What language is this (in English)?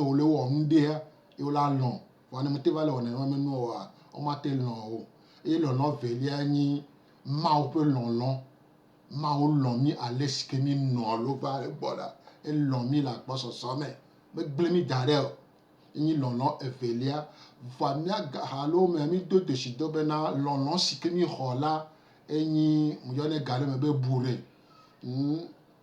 Gen